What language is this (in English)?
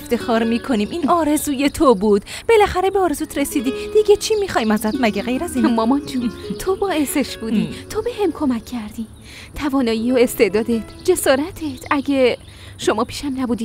Persian